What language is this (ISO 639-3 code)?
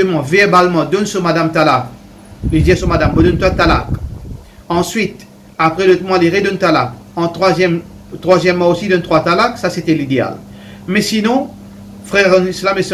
mfe